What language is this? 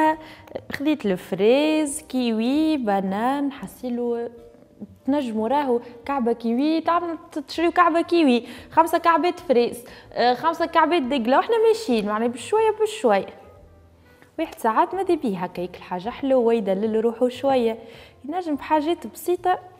Tunisian Arabic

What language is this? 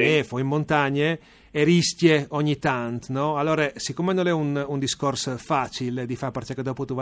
Friulian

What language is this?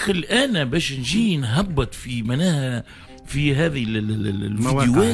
Tunisian Arabic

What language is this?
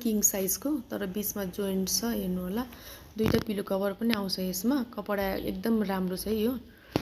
Nepali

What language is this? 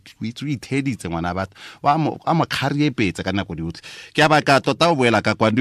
Tswana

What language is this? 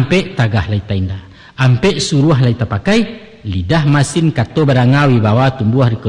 Minangkabau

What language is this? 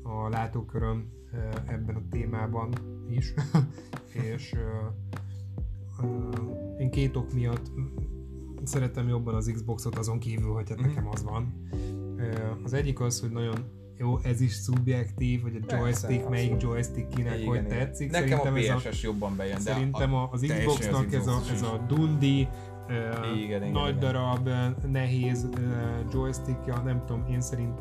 Hungarian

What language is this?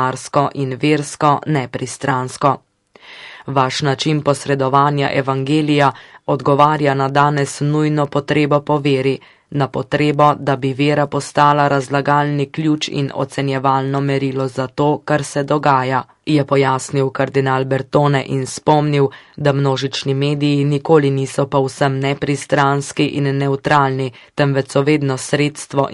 Slovenian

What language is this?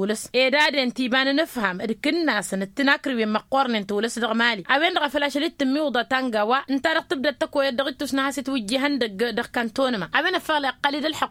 Tamasheq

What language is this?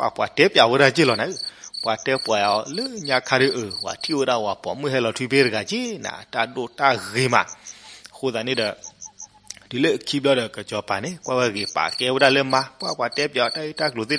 S'gaw Karen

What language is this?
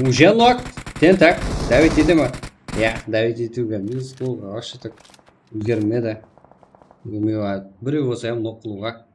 Kara-Kalpak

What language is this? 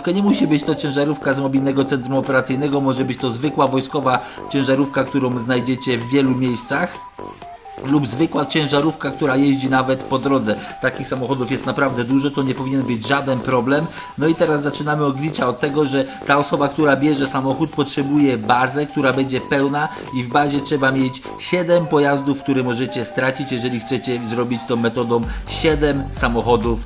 Polish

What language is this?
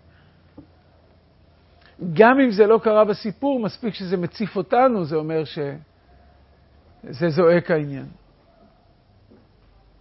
Hebrew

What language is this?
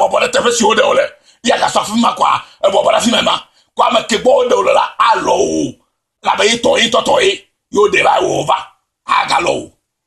Ewe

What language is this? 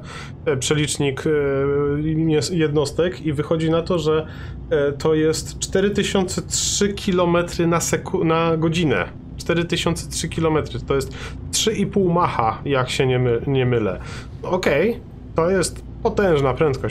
Polish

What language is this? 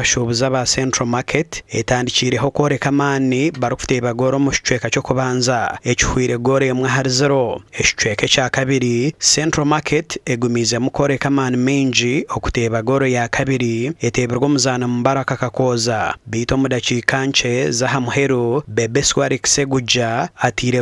Nyankole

